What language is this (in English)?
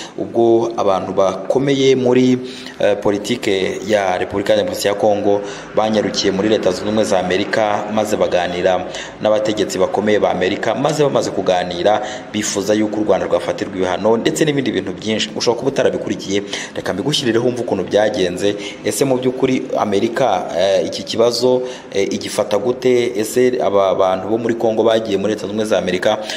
Kinyarwanda